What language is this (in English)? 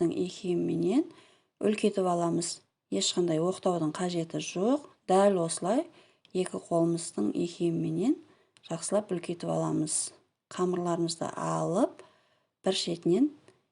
Kazakh